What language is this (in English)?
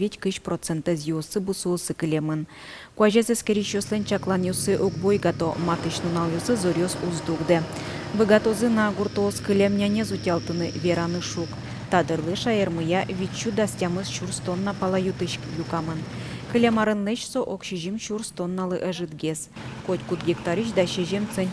Udmurt